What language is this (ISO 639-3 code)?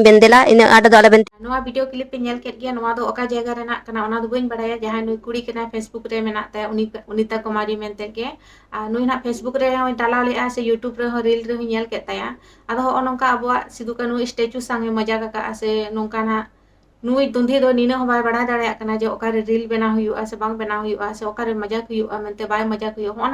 sat